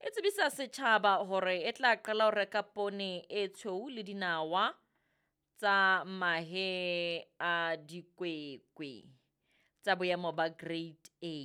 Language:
Southern Sotho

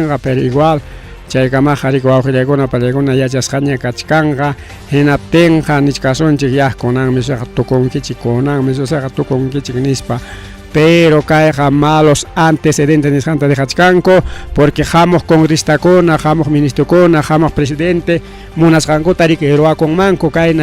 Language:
Ayacucho Quechua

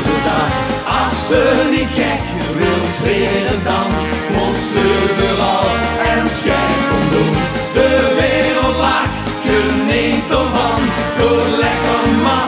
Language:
Limburgish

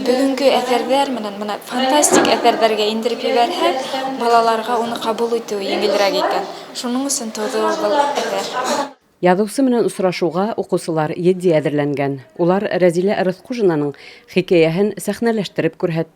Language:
Bashkir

